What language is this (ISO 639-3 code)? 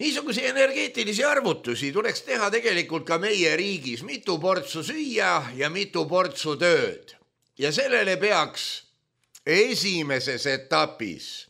est